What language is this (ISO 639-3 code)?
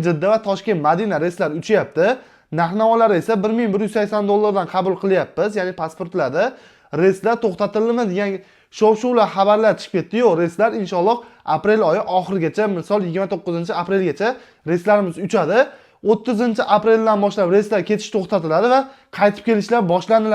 uzb